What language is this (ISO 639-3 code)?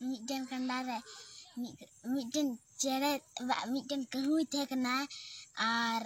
sat